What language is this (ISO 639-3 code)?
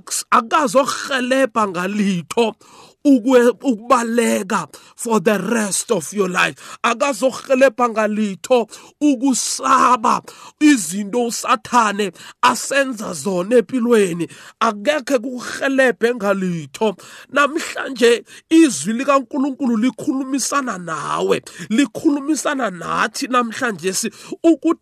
nbl